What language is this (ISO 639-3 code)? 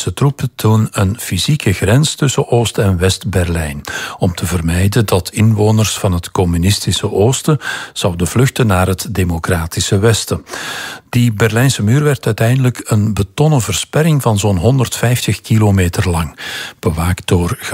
nld